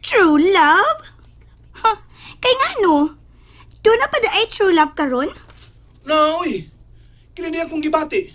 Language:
Cebuano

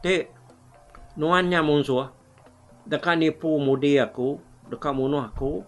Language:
Iban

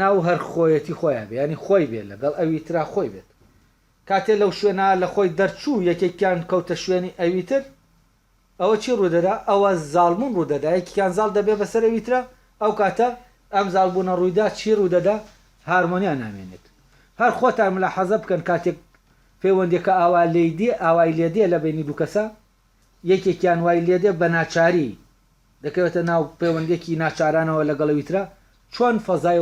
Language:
Central Kurdish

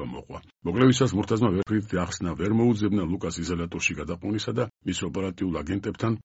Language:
Georgian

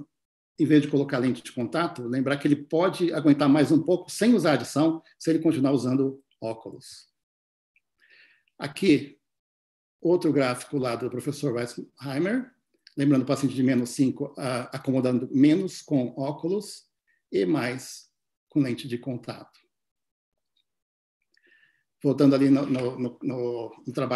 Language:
Portuguese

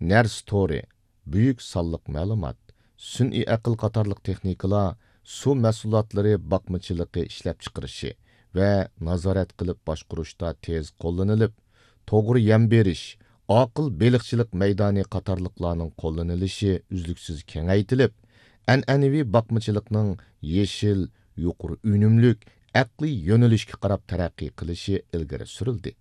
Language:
Uyghur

